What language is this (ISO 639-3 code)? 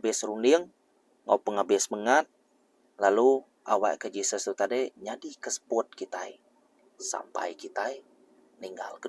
iba